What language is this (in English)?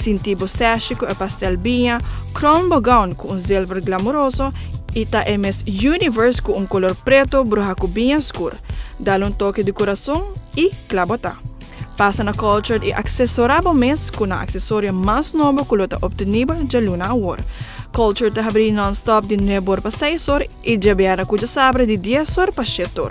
Papiamento